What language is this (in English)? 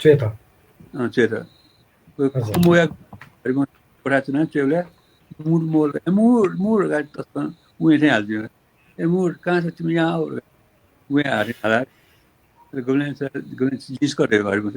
Newari